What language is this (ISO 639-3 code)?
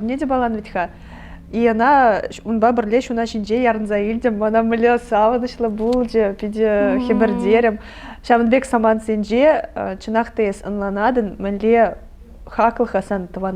chv